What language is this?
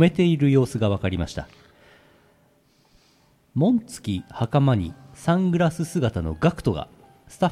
Japanese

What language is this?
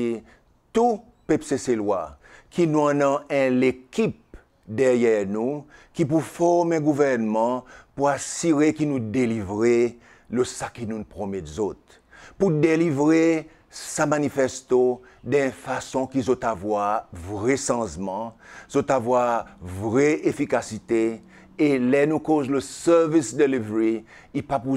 Seselwa Creole French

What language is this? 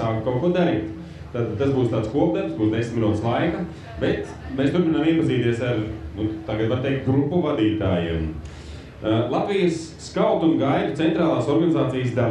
Latvian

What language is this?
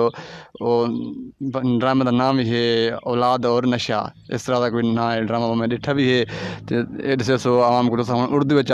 Saraiki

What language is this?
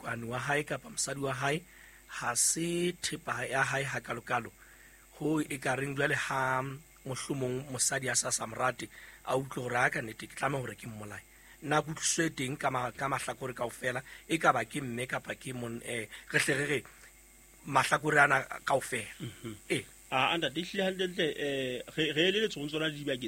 Southern Sotho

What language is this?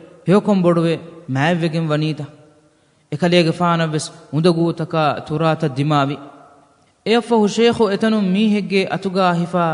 Divehi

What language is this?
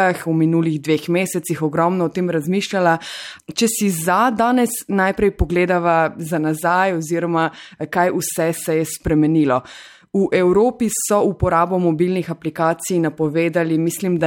Slovenian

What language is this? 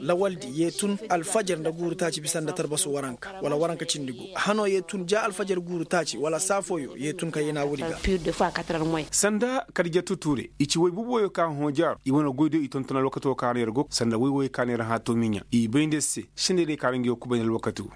Koyraboro Senni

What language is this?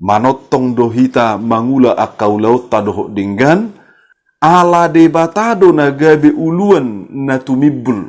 Batak Toba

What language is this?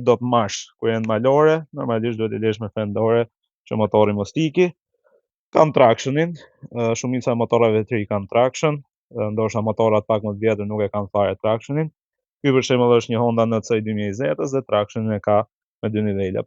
Albanian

